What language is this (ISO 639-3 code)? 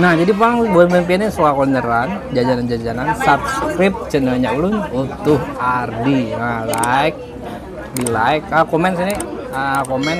bjn